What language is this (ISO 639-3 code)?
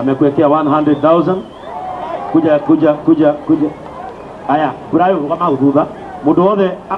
kik